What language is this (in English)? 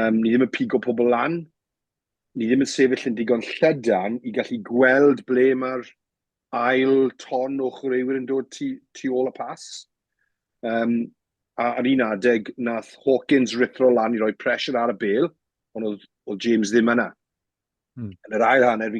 Welsh